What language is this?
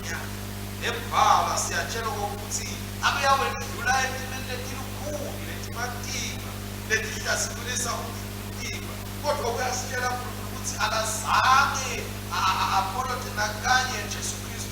Swati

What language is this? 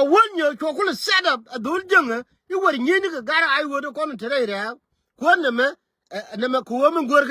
Nuer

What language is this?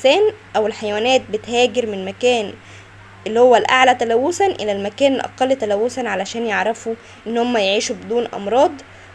Egyptian Arabic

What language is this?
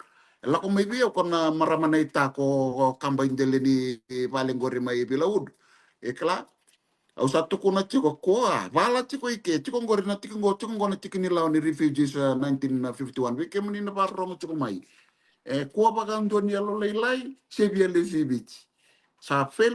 Fijian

